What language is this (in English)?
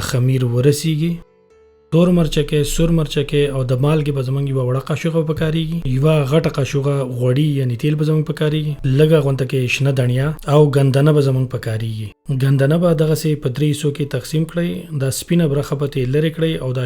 Pashto